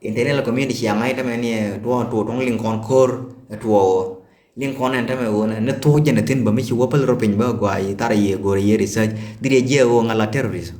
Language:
Nuer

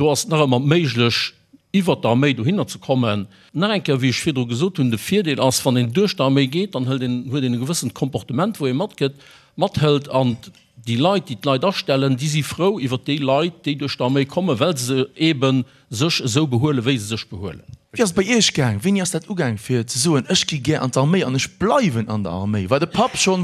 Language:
Luxembourgish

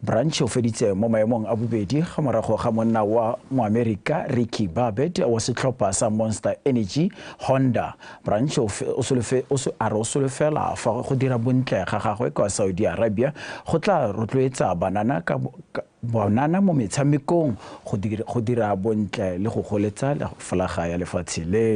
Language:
Tswana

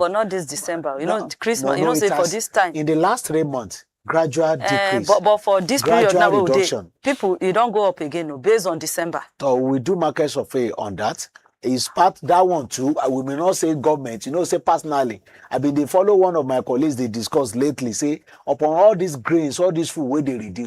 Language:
Nigerian Pidgin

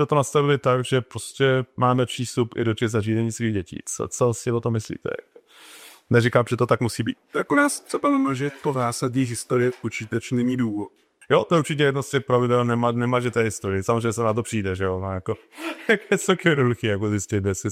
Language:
Czech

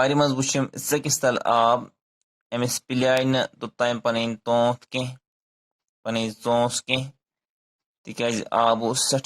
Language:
Kashmiri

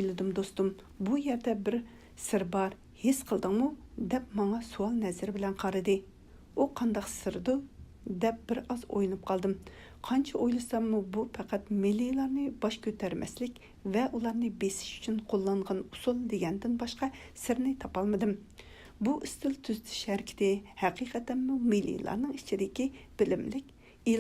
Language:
Uyghur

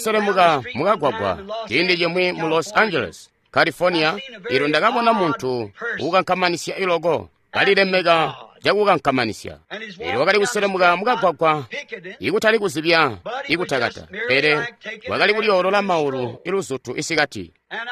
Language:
Tonga (Zambia)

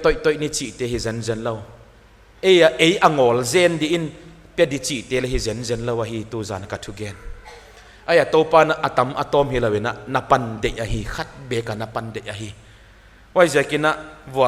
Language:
Paite Chin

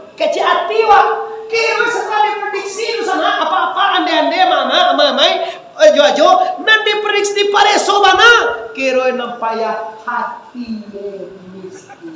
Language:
Minangkabau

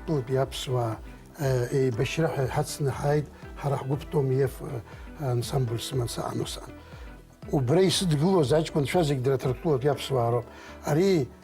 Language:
Abkhazian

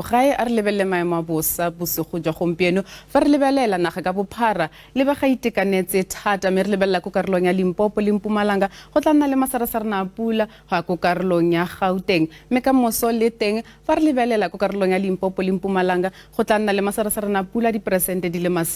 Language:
Tswana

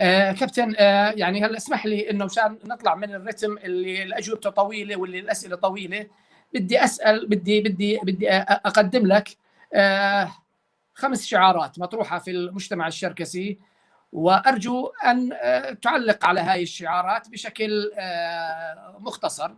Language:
North Levantine Arabic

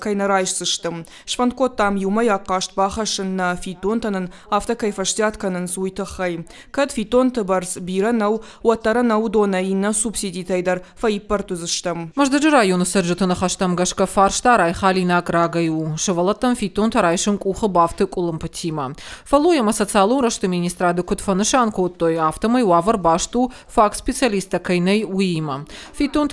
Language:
Ossetic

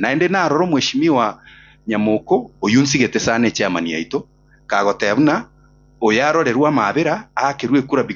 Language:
Gusii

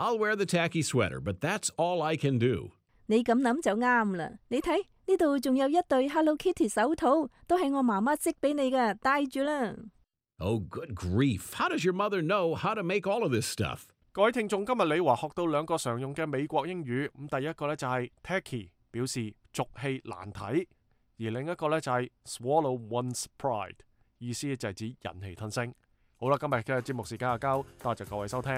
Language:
Cantonese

